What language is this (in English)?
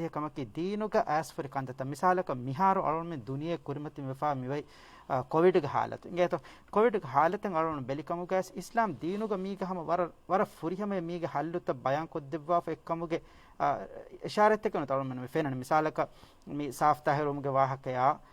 Divehi